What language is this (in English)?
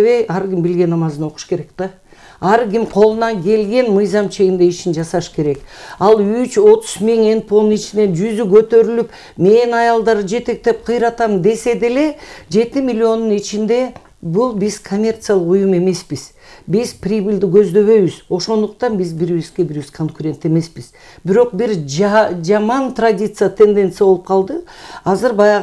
Kyrgyz